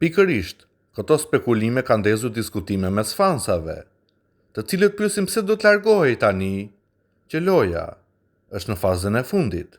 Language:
Albanian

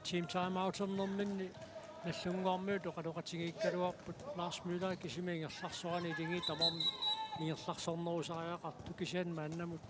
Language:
Kalaallisut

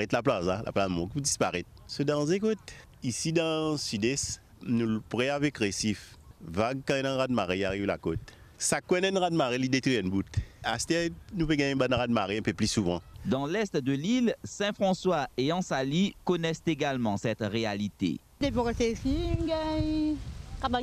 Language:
Morisyen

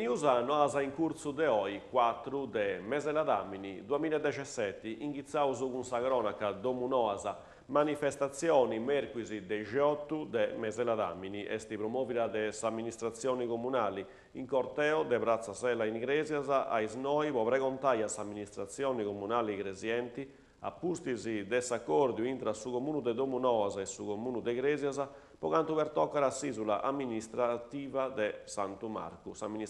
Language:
Sardinian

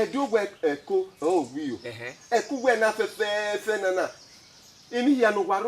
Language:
Bini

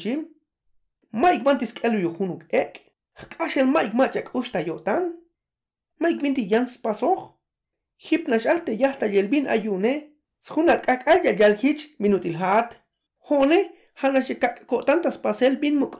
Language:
Tzeltal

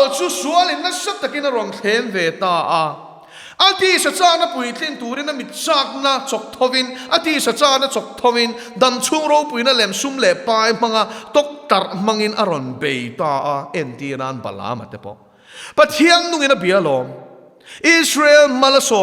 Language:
Mizo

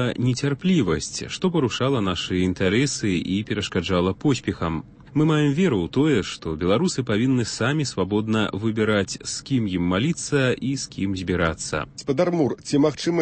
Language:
Belarusian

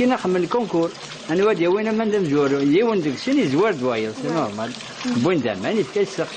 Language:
Kabyle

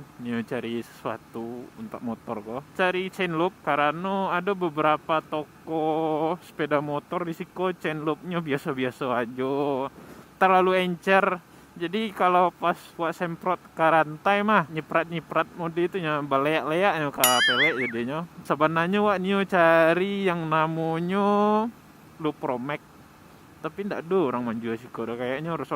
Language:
Minangkabau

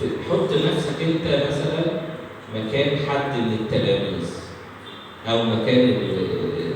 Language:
Egyptian Arabic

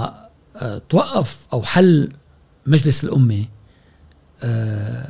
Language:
Gulf Arabic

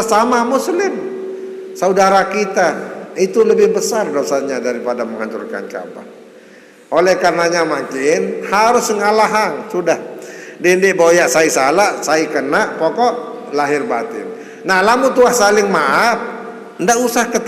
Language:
Sasak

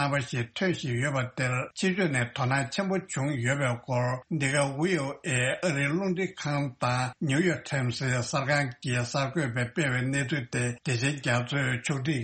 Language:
Tibetan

